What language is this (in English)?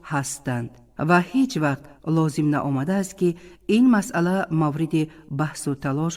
Tajik